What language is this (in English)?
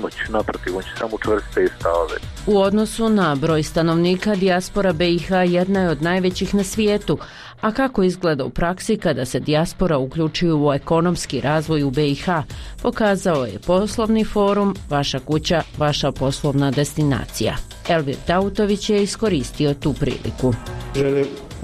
Bosnian